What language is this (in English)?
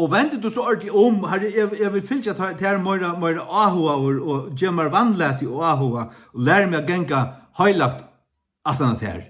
Faroese